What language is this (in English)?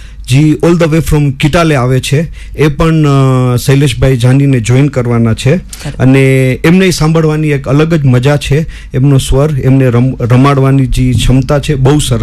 Gujarati